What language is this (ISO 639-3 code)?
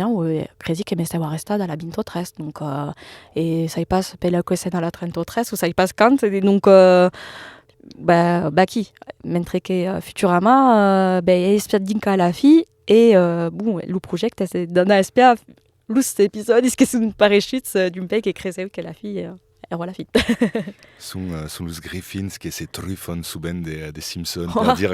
oci